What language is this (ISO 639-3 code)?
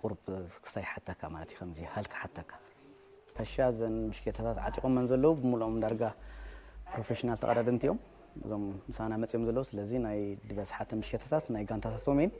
tir